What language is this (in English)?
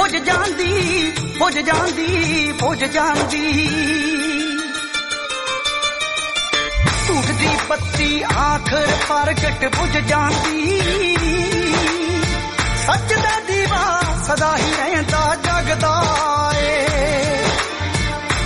Punjabi